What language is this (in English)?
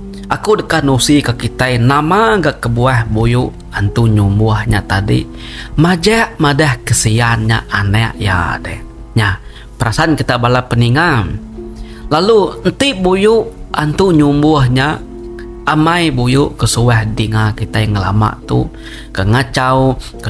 Iban